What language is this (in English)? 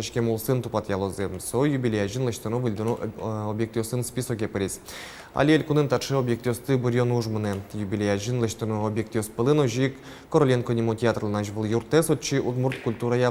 Udmurt